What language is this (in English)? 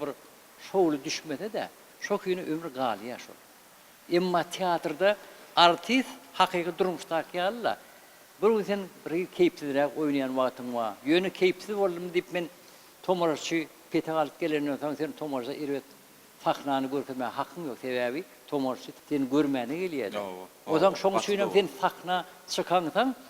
Turkmen